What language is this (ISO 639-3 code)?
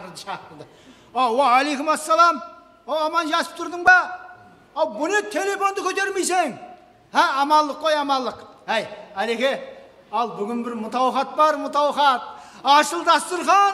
kaa